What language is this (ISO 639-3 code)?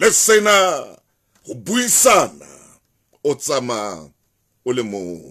sot